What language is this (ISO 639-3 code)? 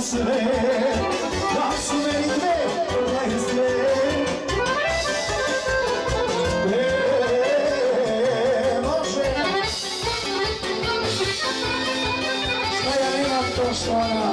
srp